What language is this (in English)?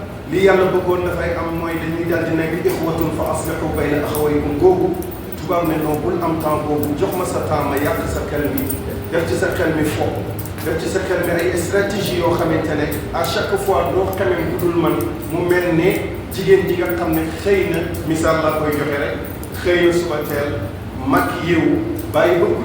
Wolof